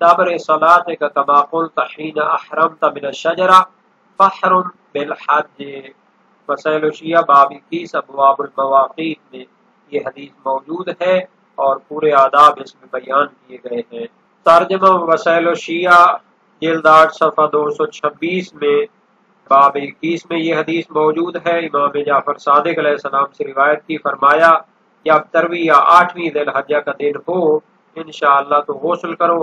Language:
Urdu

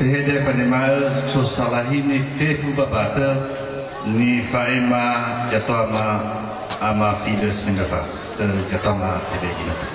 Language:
Nias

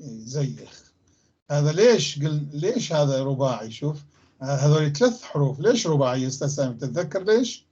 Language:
North Levantine Arabic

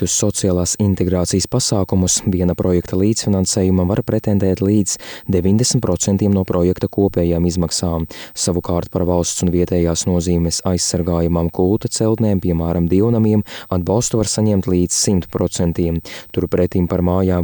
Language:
Latvian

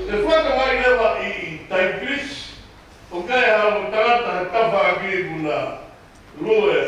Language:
Tongan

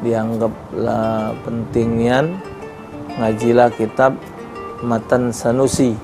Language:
Musi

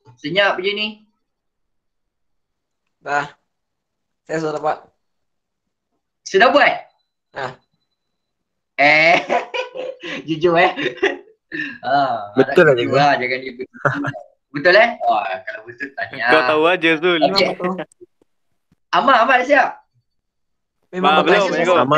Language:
Malay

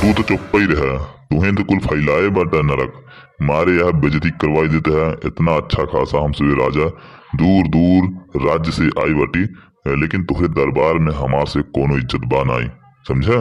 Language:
Awadhi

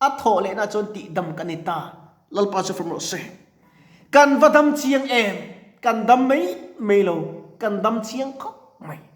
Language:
Mizo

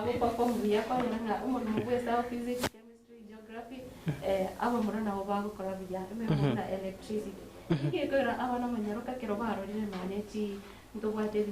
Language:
Gusii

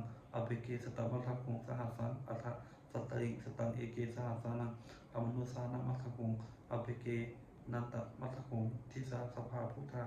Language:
Pali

